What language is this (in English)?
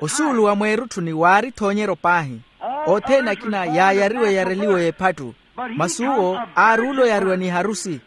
Makhuwa